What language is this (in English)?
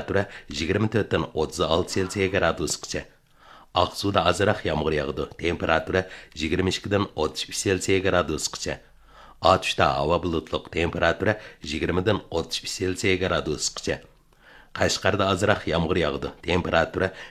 Uyghur